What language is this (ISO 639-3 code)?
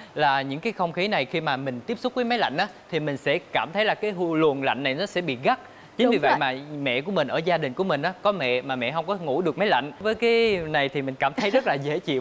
vie